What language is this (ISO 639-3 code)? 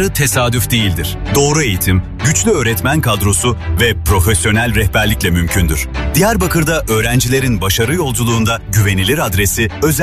tur